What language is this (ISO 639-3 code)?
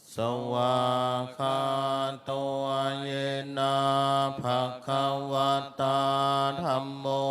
pli